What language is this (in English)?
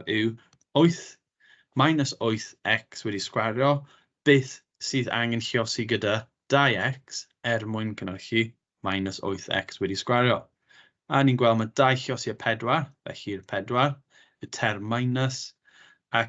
Welsh